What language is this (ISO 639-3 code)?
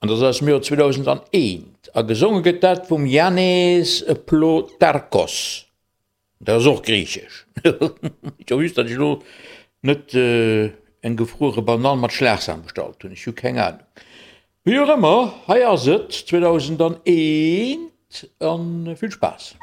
ltz